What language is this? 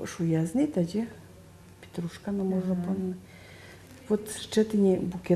Udmurt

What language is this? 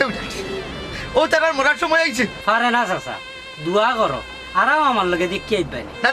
Sylheti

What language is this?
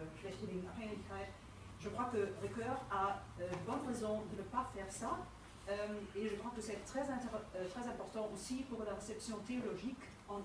French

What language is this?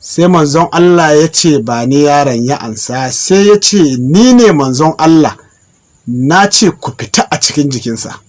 Hausa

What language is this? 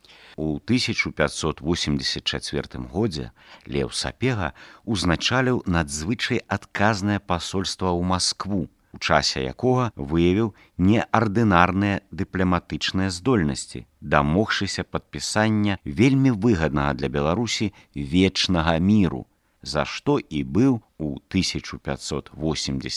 Belarusian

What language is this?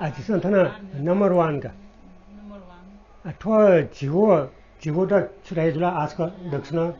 Newari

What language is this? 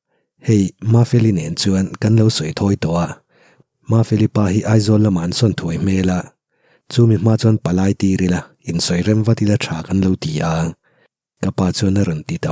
Mizo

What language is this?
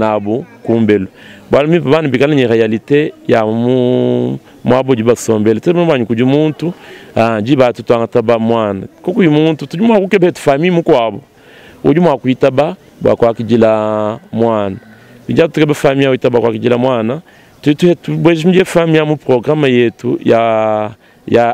Luba-Lulua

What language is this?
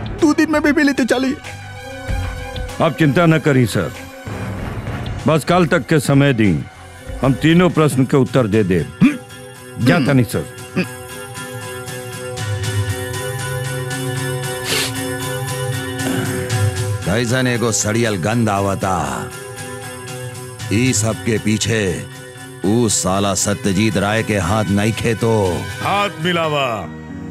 Bhojpuri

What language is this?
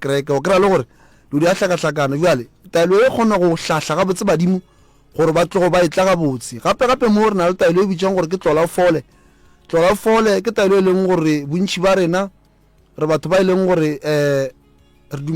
Northern Sotho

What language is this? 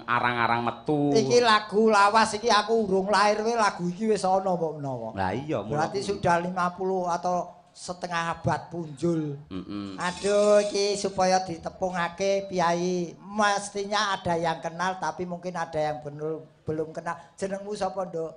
Javanese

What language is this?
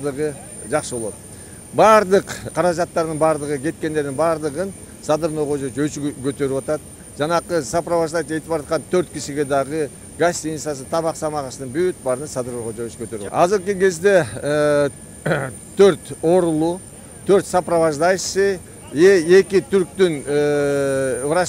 Kyrgyz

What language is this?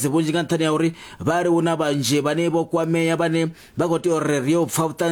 Venda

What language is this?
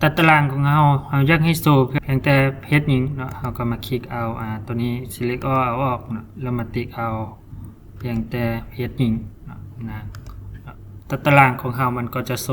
Lao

